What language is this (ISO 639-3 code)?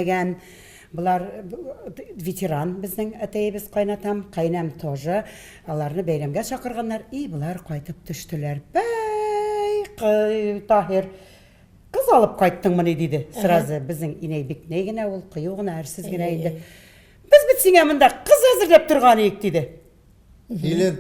tat